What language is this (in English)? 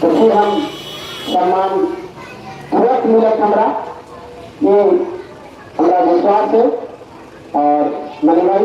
Magahi